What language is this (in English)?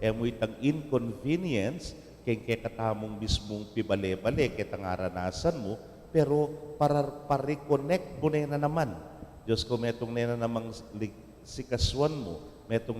Pampanga